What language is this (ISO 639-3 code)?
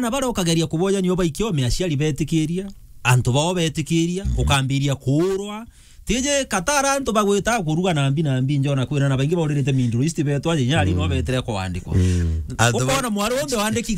mer